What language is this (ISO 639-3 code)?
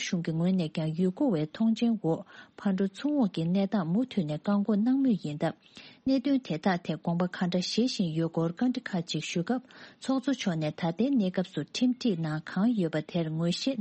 bod